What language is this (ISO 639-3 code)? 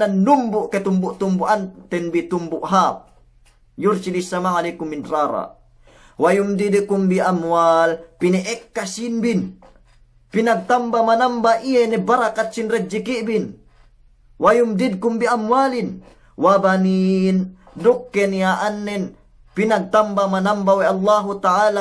yka